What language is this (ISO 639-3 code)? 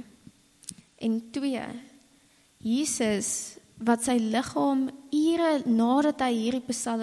afr